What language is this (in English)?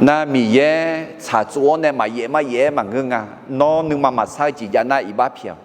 Akha